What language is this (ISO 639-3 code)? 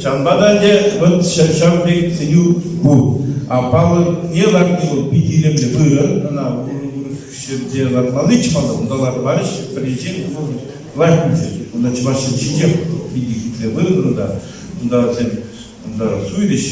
chv